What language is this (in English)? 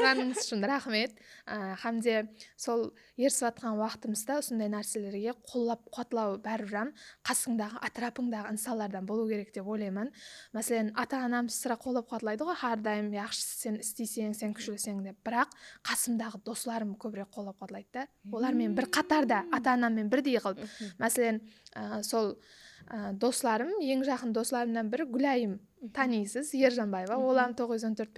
Kara-Kalpak